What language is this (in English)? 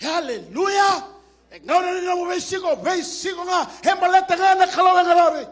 Fijian